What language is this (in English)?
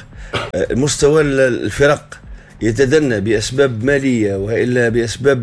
Tunisian Arabic